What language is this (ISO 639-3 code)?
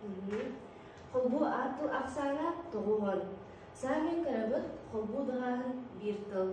sah